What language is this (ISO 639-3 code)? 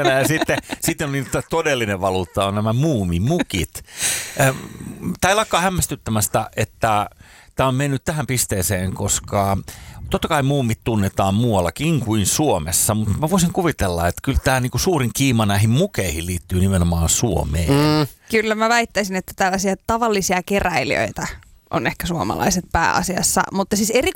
fin